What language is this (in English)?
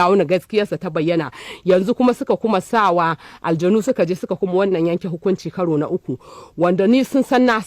Hausa